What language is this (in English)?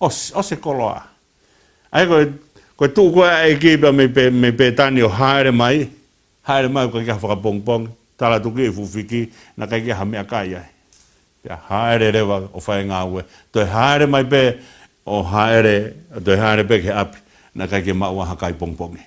Tongan